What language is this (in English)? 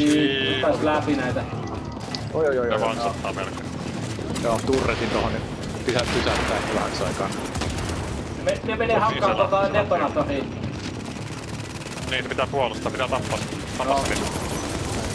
Finnish